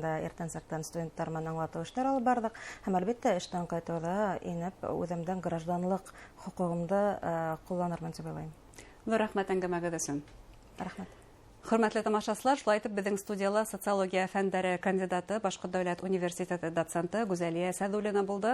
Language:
Bashkir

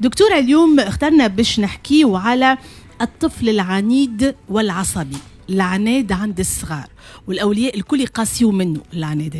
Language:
Tunisian Arabic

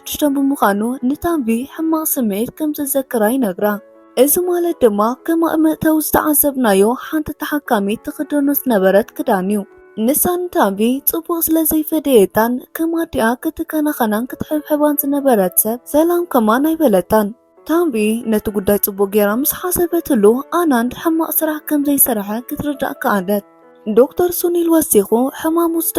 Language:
Tigrinya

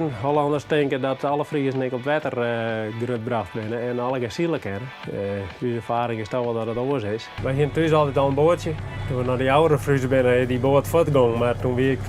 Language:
Western Frisian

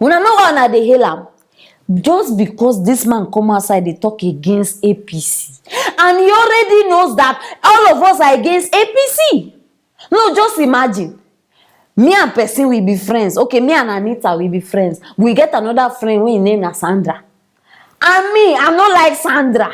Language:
Nigerian Pidgin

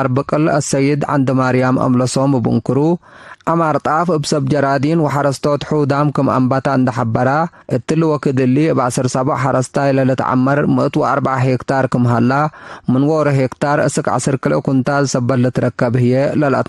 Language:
Tigre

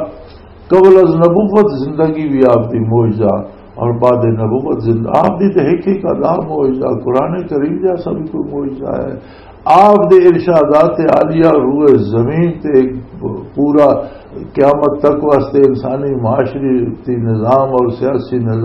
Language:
Western Panjabi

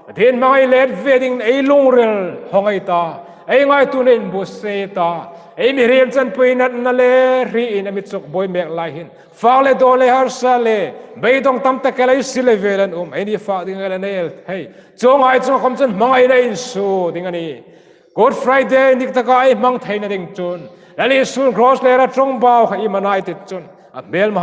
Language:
Hmar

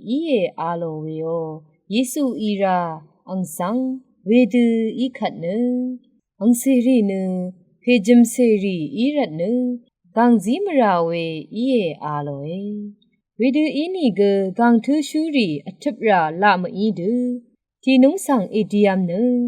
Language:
Rawang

